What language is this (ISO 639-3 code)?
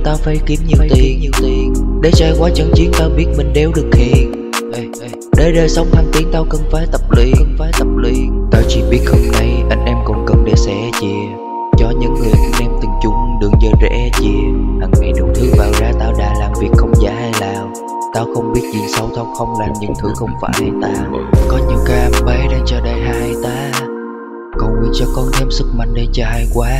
vie